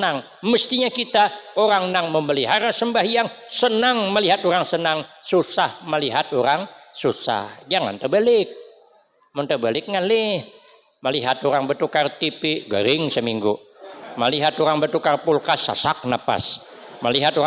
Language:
Banjar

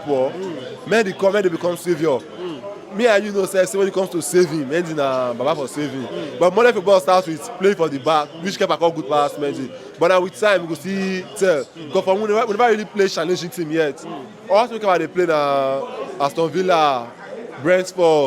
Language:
Nigerian Pidgin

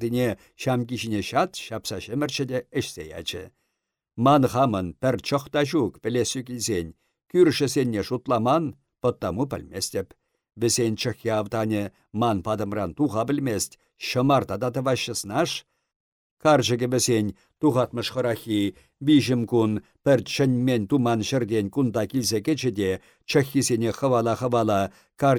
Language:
Chuvash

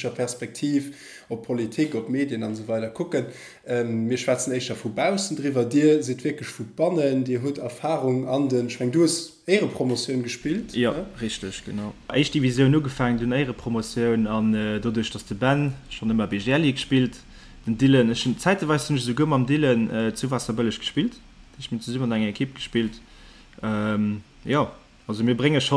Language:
Luxembourgish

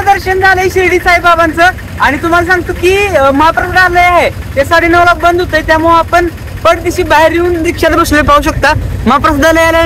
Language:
Marathi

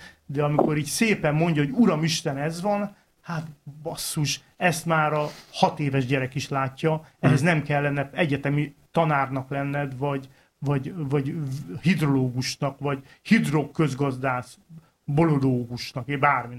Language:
Hungarian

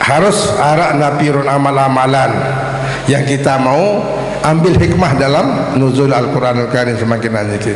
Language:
Sasak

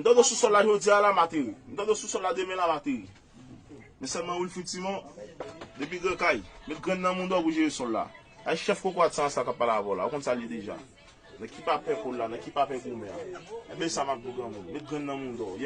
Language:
Haitian Creole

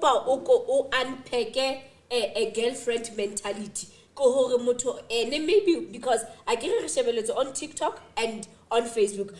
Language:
Southern Sotho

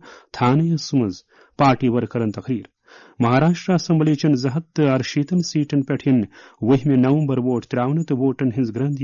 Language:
Kashmiri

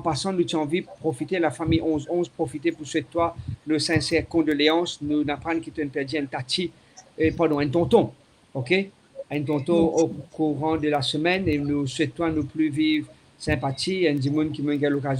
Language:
Morisyen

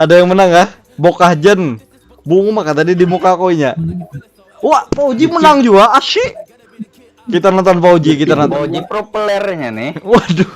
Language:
Banjar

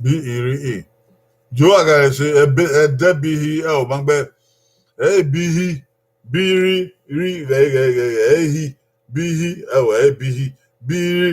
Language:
Bini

